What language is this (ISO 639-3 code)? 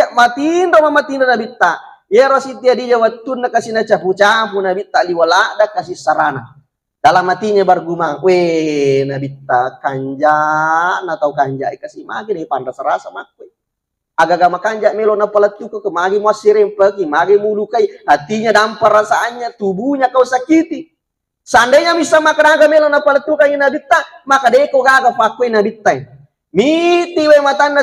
bug